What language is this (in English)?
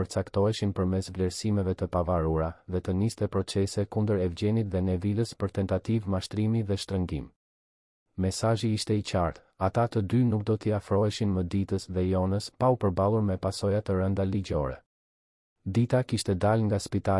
Albanian